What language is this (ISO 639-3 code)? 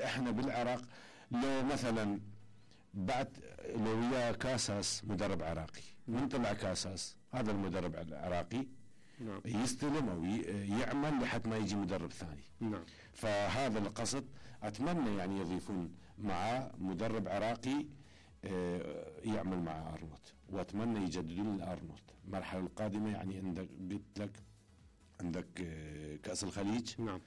acm